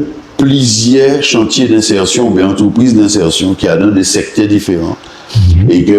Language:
Guadeloupean Creole French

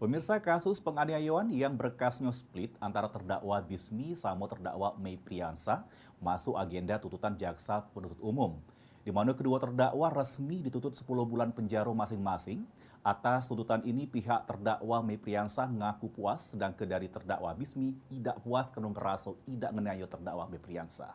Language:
Musi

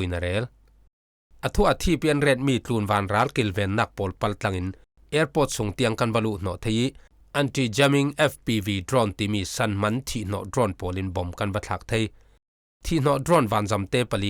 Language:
Falam Chin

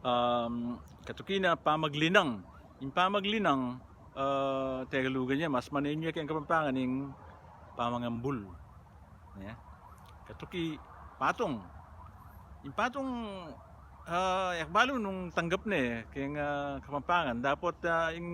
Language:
Pampanga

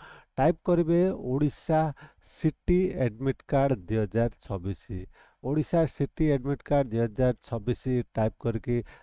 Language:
Odia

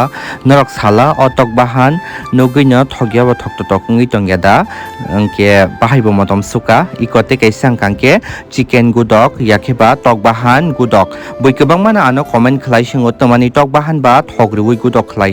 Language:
Kok Borok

